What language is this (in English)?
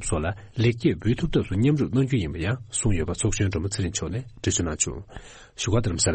Tibetan